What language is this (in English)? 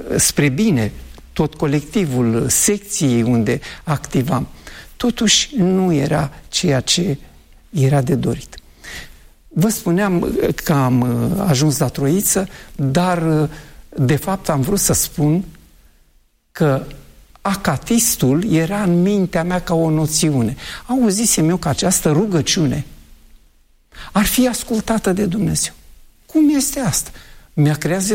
Romanian